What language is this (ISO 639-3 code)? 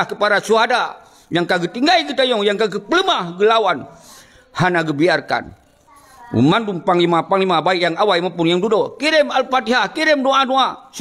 ace